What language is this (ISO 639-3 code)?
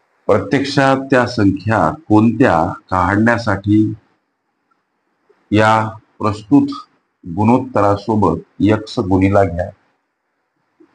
mar